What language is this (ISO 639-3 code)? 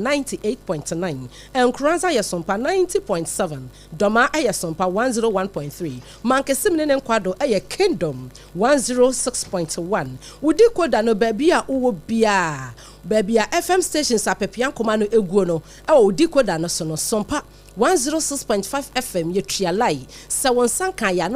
aka